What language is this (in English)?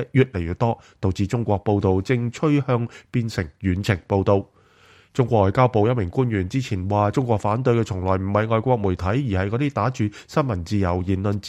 Cantonese